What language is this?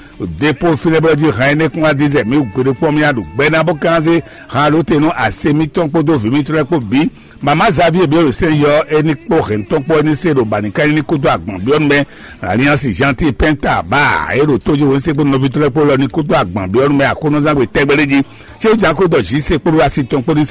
Fon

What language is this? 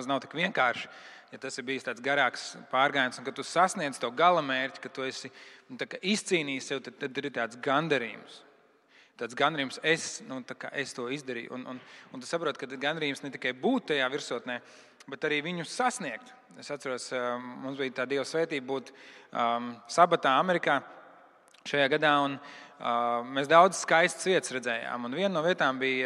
Latvian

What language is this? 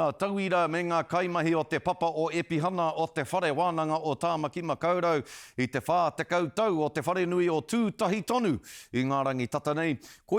Māori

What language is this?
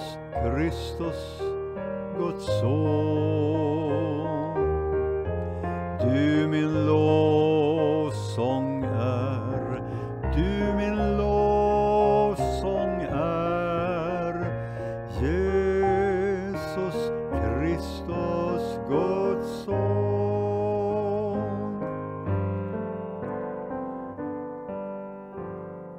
Swedish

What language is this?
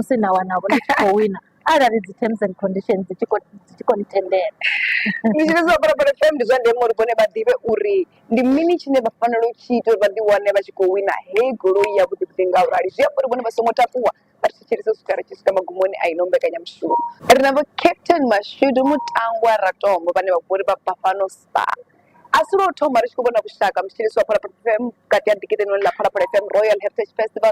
Venda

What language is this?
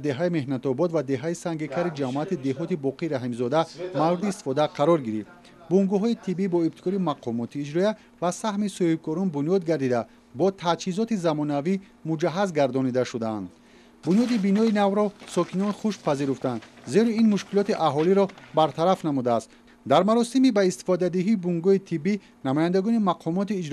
Tajik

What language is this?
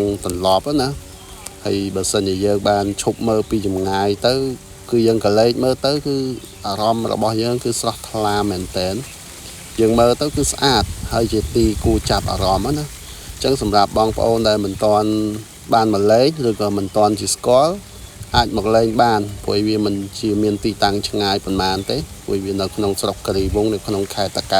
Khmer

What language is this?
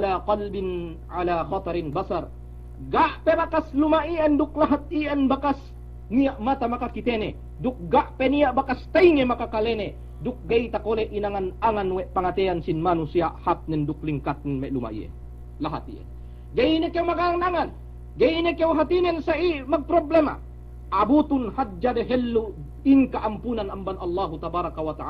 Yakan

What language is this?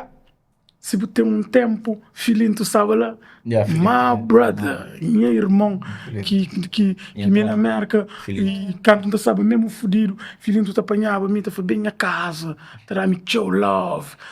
Kabuverdianu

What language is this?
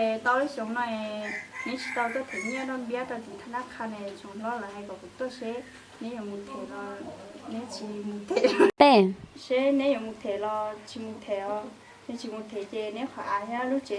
Hmong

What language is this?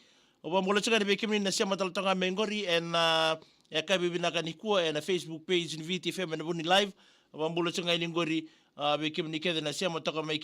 Fijian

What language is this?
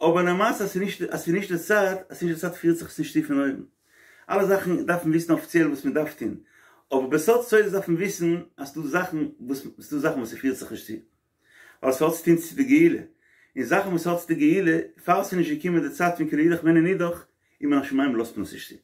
Yiddish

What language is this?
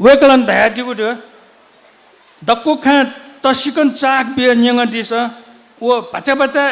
Newari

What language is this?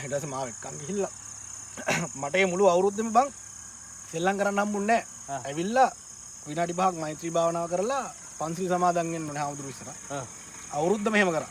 Sinhala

